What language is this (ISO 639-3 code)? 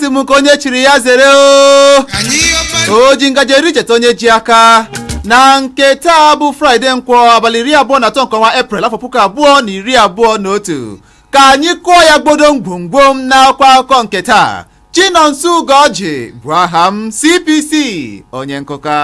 ibo